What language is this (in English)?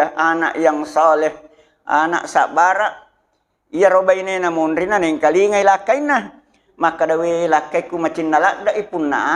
Buginese